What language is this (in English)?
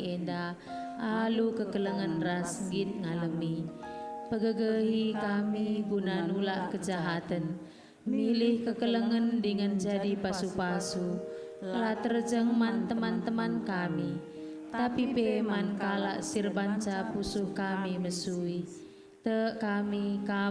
Batak Karo